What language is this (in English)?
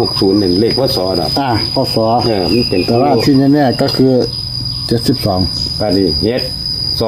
Northeastern Thai